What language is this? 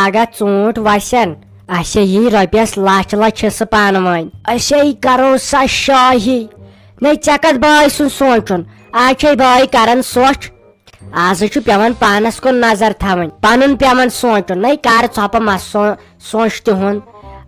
Kashmiri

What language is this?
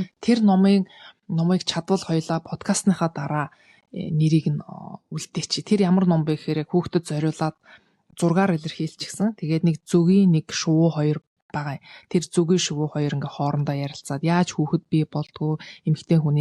Mongolian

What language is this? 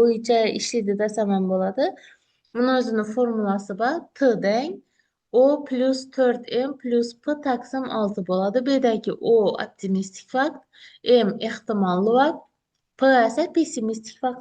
Uzbek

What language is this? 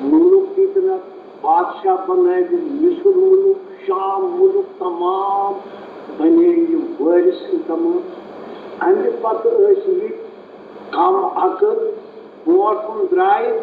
Kashmiri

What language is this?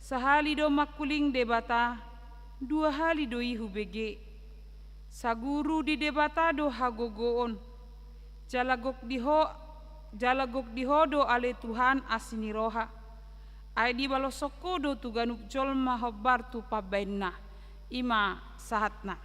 Batak Toba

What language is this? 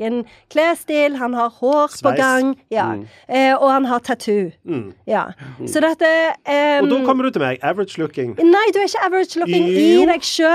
Norwegian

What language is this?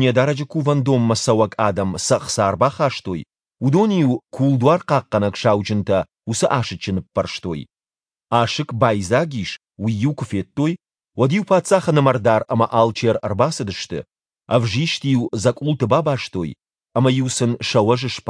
Ossetic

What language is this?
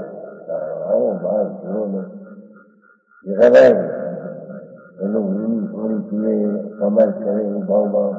Gujarati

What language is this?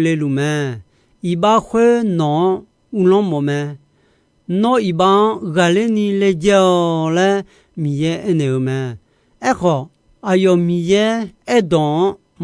Akha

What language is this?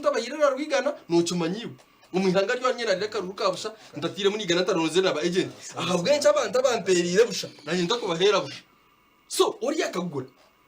Nyankole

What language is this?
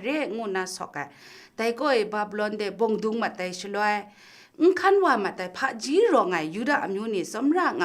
Kachin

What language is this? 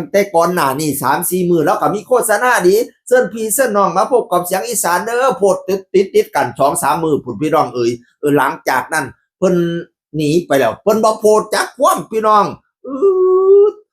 Northeastern Thai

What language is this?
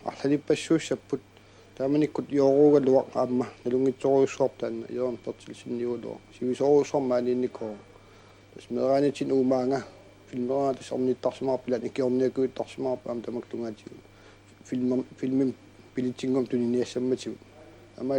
Kalaallisut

